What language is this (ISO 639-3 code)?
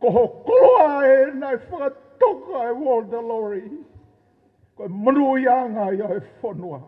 ton